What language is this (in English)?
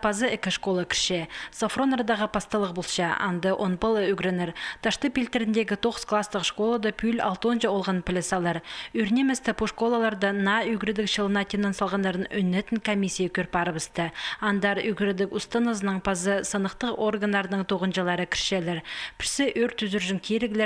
Khakas